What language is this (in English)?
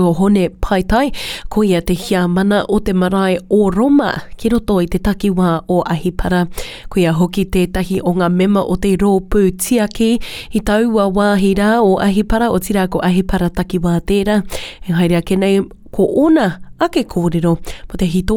Māori